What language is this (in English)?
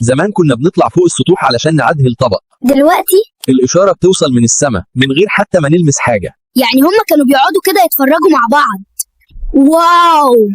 Egyptian Arabic